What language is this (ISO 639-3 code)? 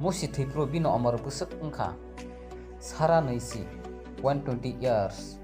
trp